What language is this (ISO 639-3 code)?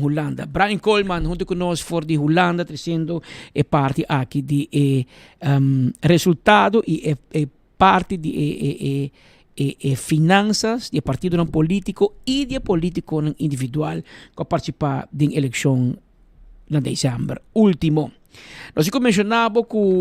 pap